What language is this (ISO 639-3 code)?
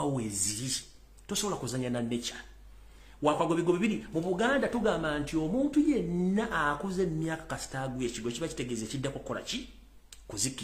lug